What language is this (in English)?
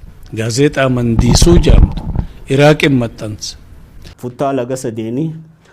Oromo